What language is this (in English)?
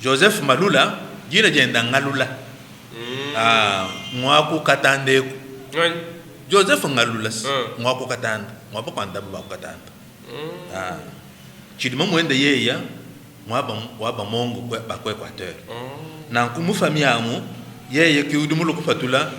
Luba-Lulua